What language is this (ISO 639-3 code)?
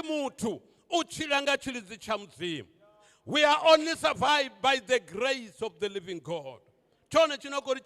ven